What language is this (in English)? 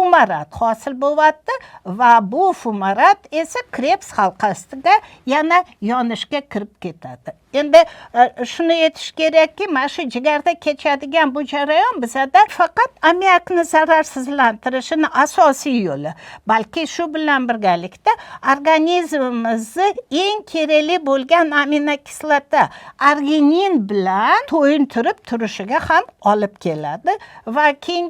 Uzbek